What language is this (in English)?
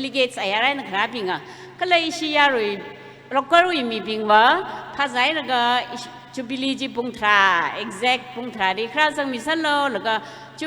Tangkhul Naga (India)